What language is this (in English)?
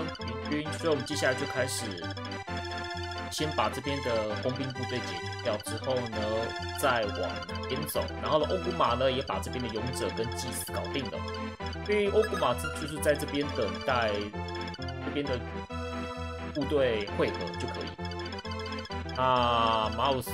Chinese